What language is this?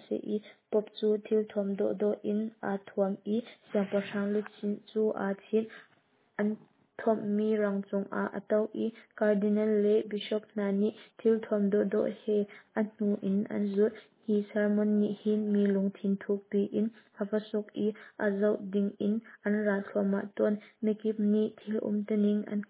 Hakha Chin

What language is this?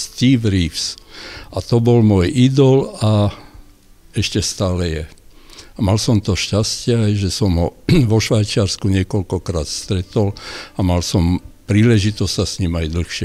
Slovak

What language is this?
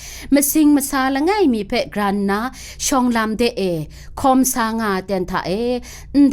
Kachin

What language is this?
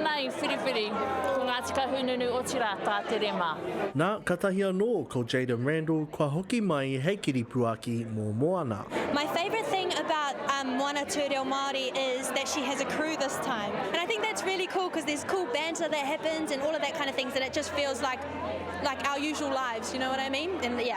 Māori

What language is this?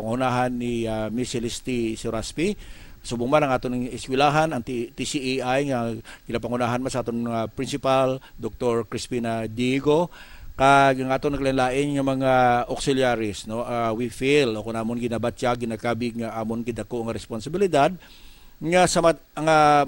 Hiligaynon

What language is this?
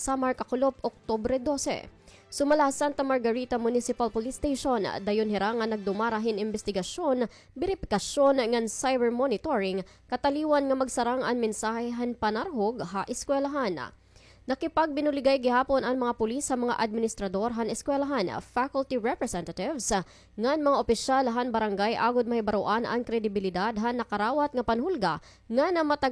Waray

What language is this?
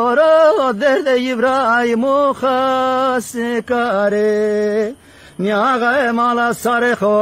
Zaza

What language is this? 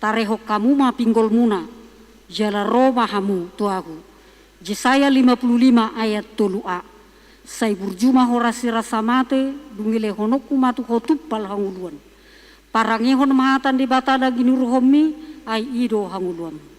Batak Toba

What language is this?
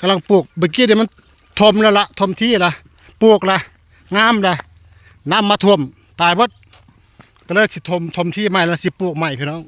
Northeastern Thai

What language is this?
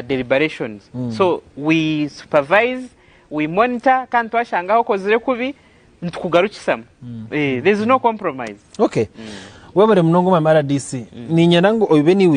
Nyankole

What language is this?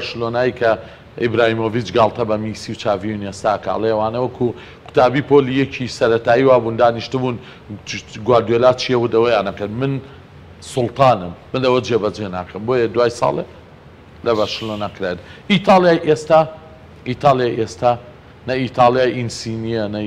Central Kurdish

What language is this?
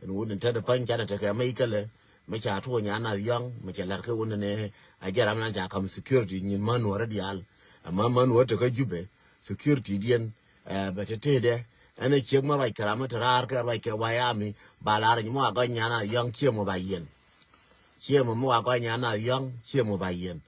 Nuer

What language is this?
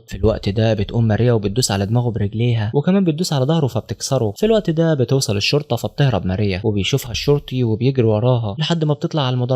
Egyptian Arabic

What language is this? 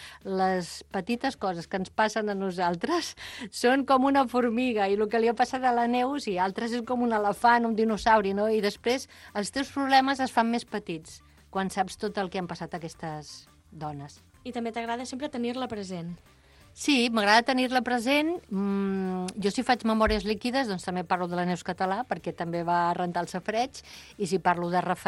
Catalan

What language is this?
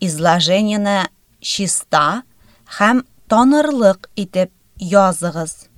Tatar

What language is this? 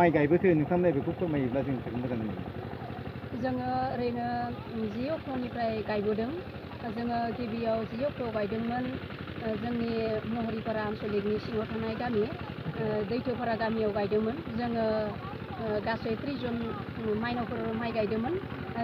Bodo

